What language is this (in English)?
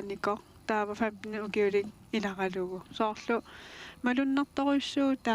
Kalaallisut